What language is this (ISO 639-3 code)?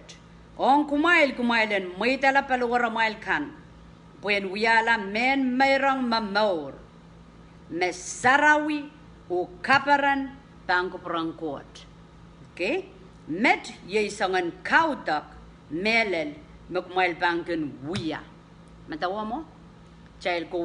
pon